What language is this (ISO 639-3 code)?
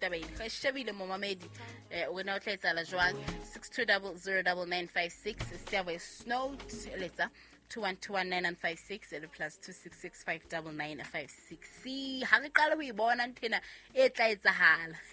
sot